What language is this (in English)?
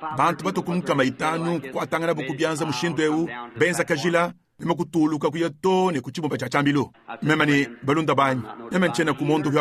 Luba-Lulua